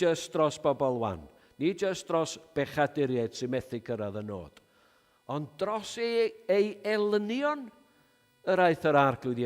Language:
Welsh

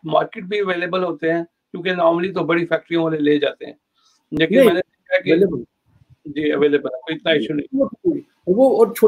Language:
Urdu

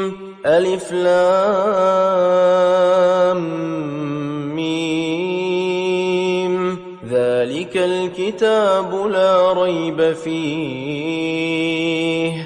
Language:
Arabic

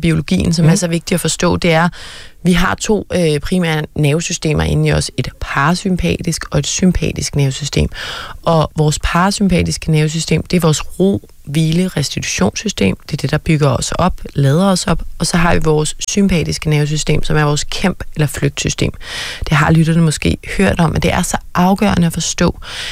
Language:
Danish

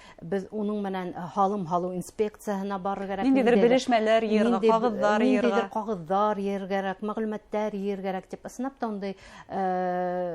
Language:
Bashkir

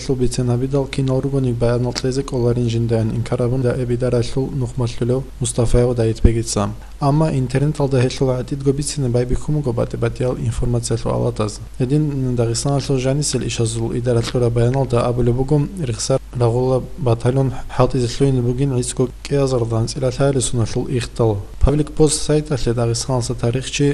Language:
Avaric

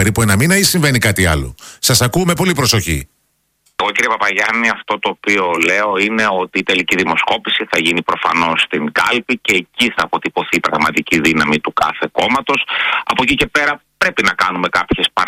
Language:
Greek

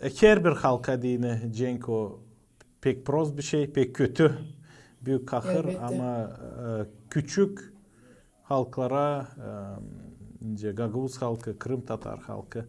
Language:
Gagauz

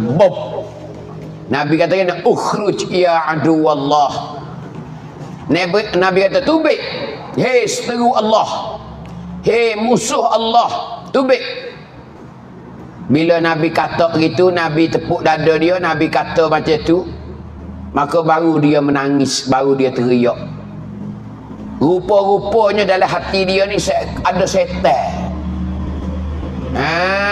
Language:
Pattani Malay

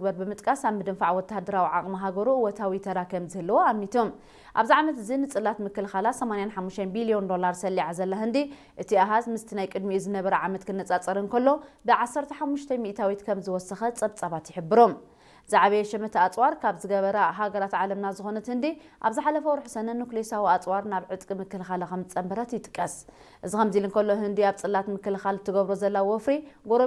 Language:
Tigrinya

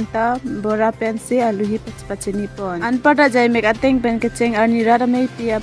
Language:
Karbi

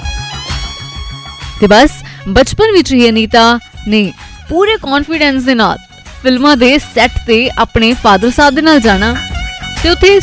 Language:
Punjabi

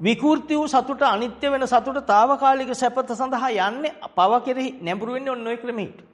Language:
Sinhala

